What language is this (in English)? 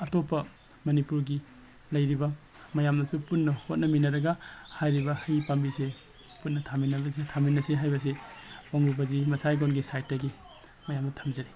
Manipuri